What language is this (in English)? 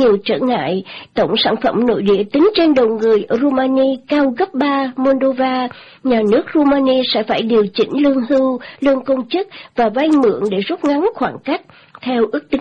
Vietnamese